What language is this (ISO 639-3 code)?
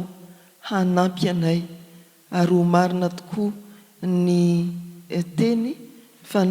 mlg